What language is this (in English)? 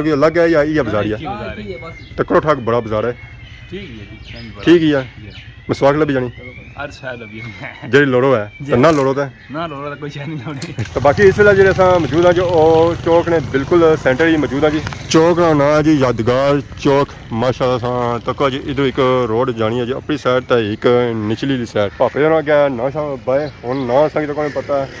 Pahari-Potwari